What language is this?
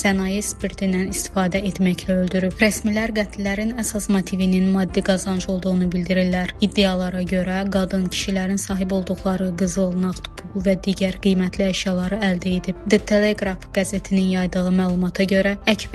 Azerbaijani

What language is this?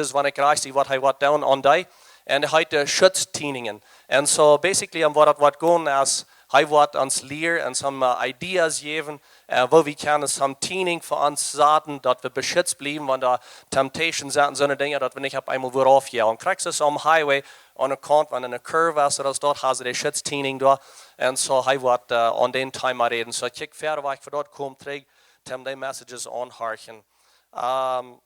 Plautdietsch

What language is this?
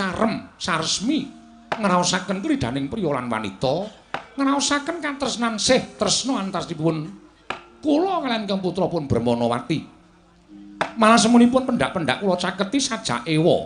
Javanese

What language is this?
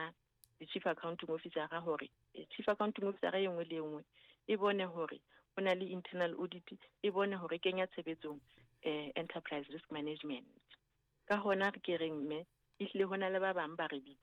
Southern Sotho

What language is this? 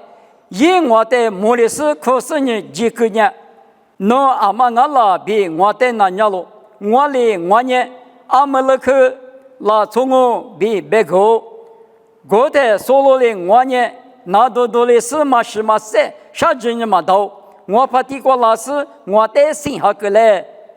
Lisu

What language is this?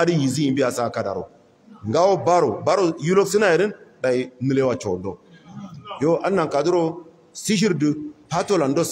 Hausa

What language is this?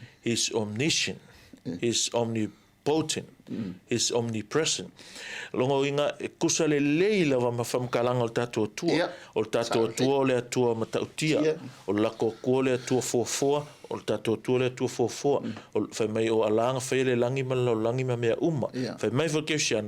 Samoan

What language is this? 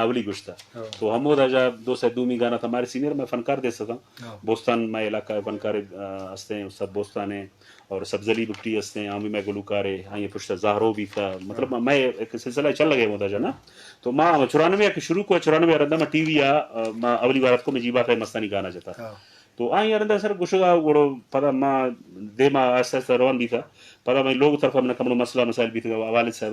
Eastern Balochi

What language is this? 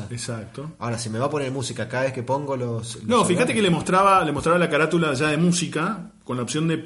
Spanish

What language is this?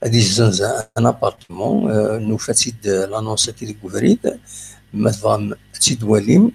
Kabyle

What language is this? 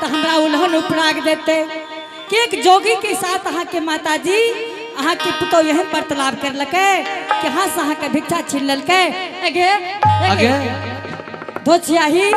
Angika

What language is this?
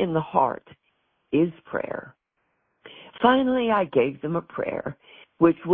English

